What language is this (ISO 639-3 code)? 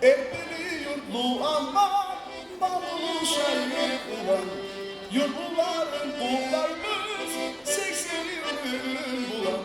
kum